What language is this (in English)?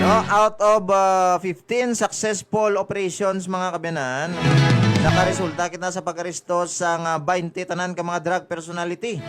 Hiligaynon